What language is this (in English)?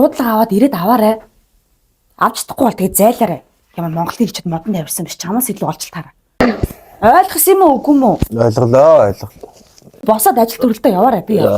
Mongolian